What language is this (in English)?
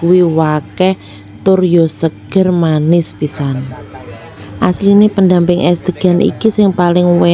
Javanese